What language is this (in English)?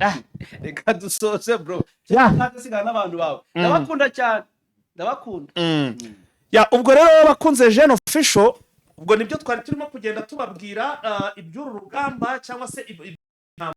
Kinyarwanda